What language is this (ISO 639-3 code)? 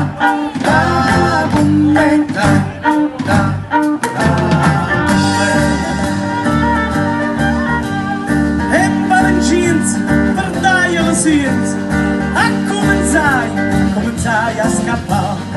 ita